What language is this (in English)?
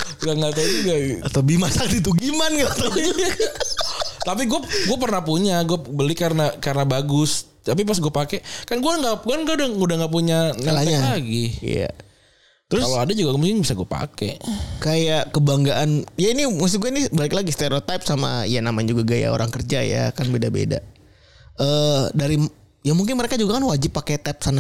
Indonesian